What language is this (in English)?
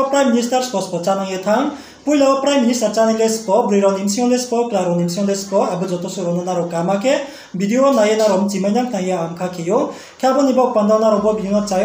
Riang (India)